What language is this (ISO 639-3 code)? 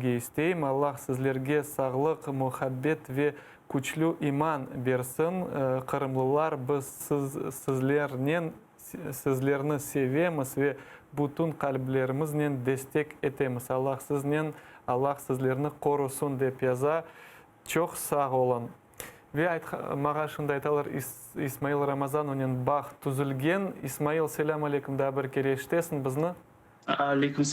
crh